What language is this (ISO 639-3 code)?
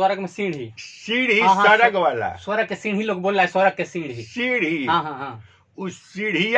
bho